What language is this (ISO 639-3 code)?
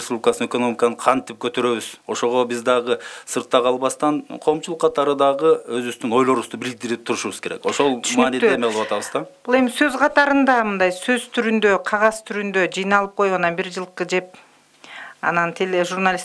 kir